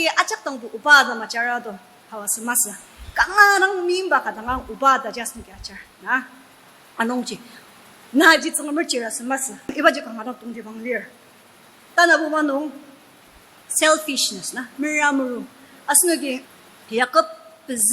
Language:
Ao Naga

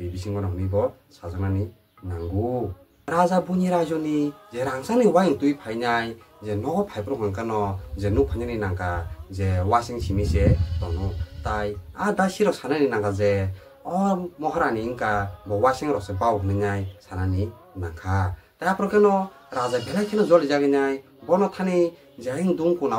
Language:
Kok Borok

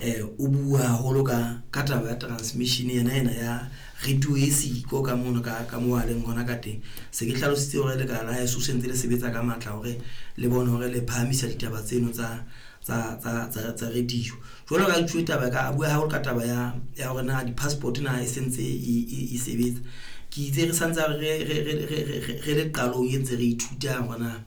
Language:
Southern Sotho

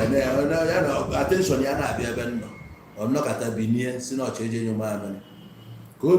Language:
Igbo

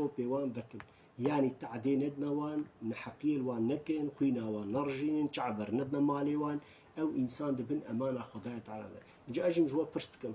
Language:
Kurdish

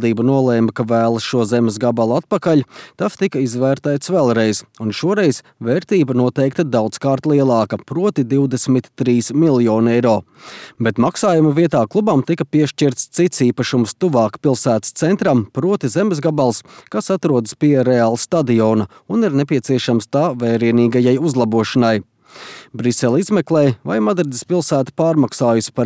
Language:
Latvian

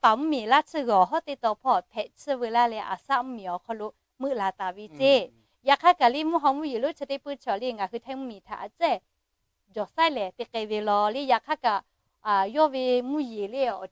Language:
Lahu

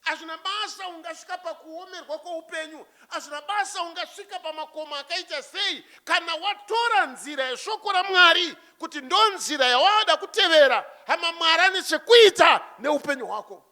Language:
Shona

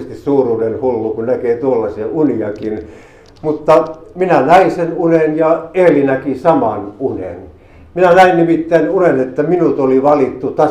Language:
Finnish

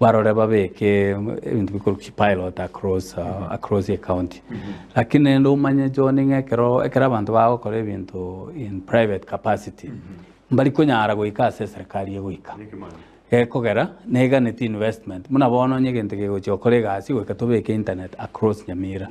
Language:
Gusii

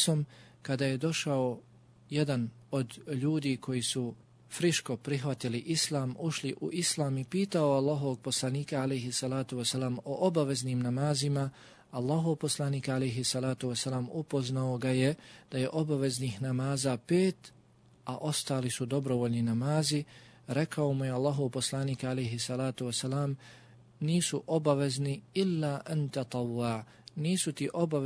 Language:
Bosnian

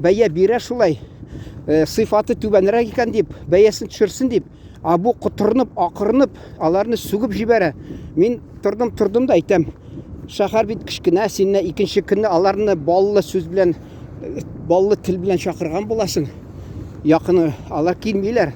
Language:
Tatar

